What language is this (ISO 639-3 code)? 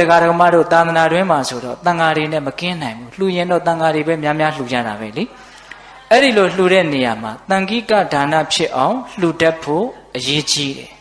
mya